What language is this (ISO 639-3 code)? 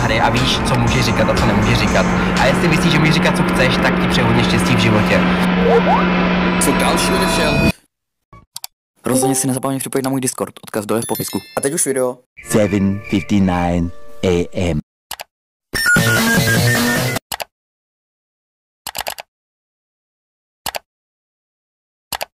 ces